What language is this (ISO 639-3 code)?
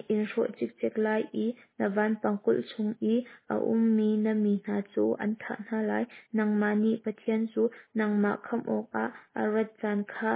cnh